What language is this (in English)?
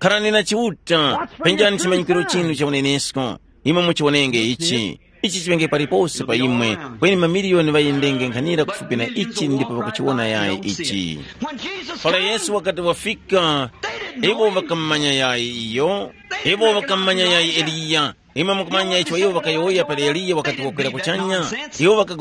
Tumbuka